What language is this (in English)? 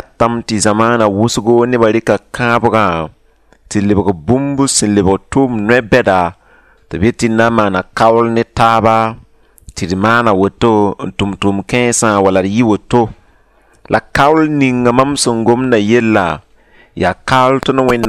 Mossi